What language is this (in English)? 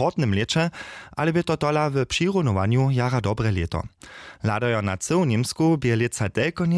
Upper Sorbian